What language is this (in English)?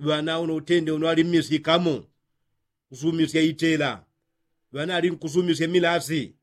Yao